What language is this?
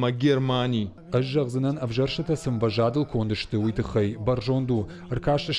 Ossetic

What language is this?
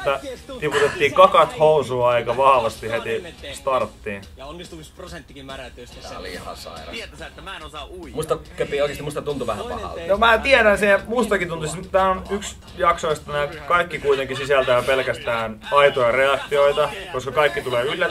Finnish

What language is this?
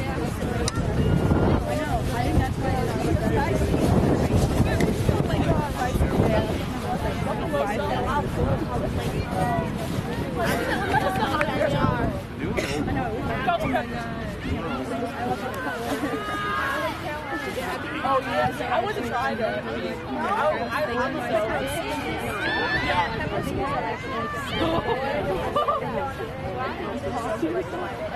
English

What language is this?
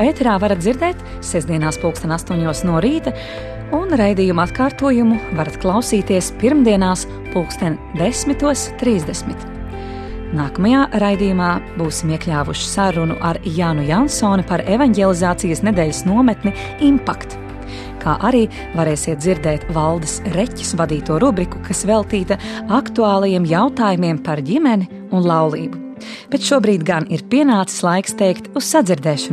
Latvian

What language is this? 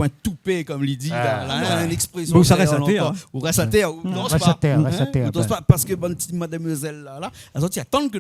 Réunion Creole French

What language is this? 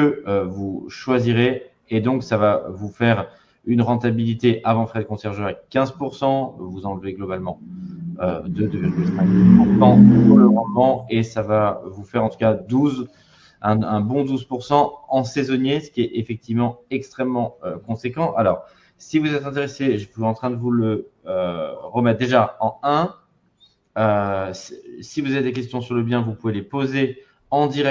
French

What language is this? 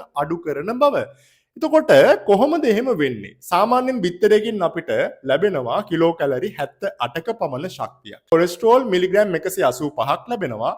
Sinhala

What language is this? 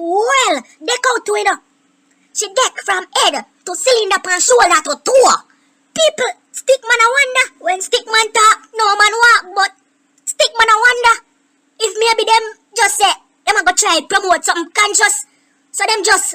Jamaican Creole English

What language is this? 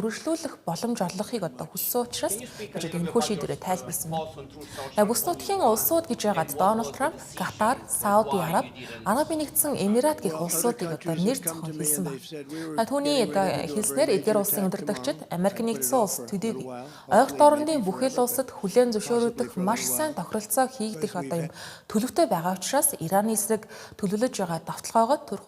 Mongolian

